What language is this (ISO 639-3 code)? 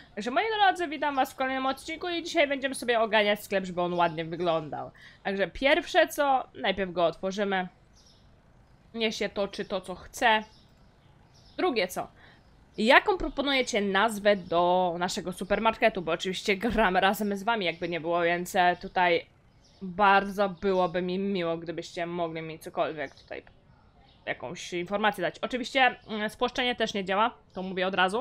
pol